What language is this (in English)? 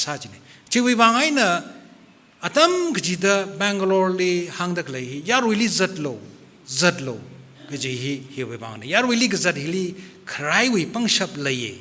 Tangkhul Naga (India)